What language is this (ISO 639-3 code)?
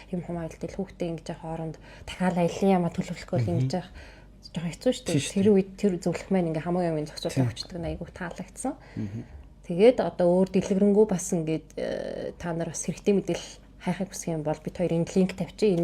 mon